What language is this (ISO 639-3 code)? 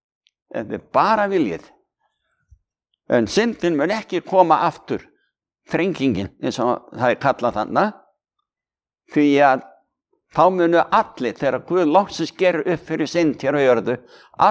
isl